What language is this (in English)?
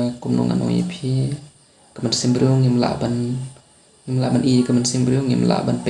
Khasi